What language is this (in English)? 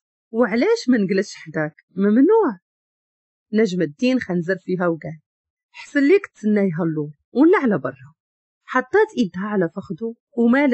Moroccan Arabic